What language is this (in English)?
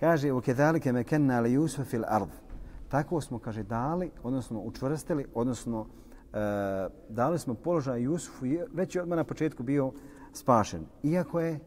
Bosnian